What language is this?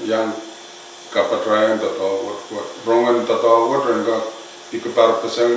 Pohnpeian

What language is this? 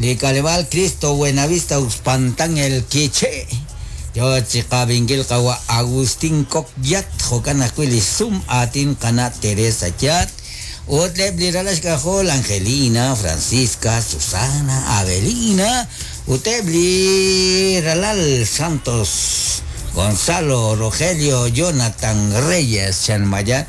Kekchí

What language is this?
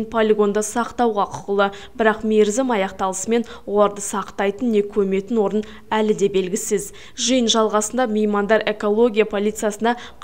Kazakh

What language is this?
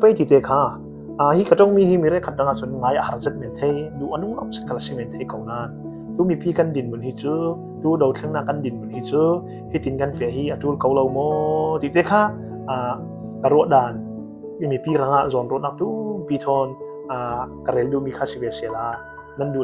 Falam Chin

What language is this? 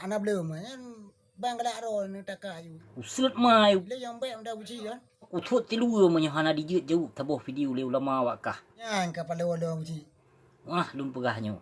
Achinese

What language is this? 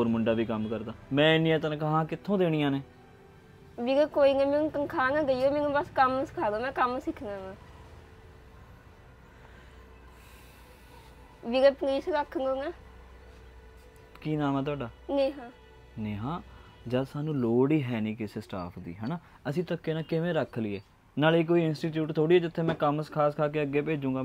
Punjabi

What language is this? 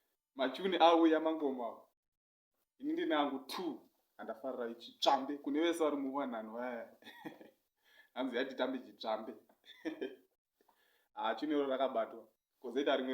Shona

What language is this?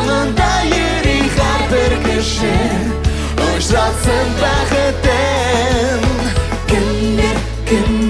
Tatar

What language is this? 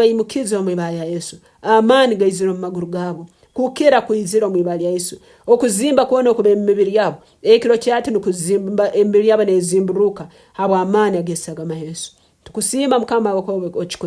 Nyankole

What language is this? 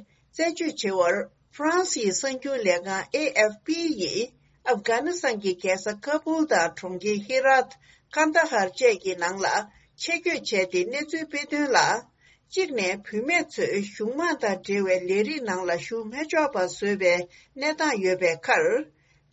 Tibetan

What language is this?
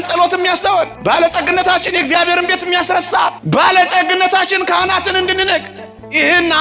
Amharic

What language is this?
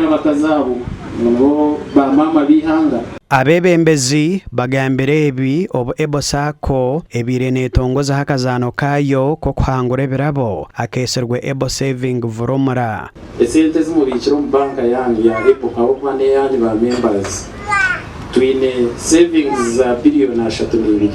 Nyankole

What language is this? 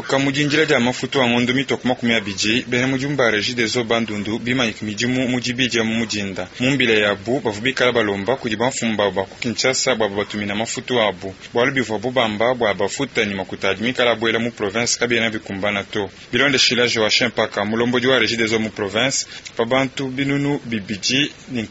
Luba-Lulua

